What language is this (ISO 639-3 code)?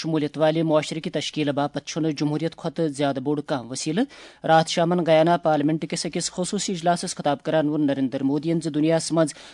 kas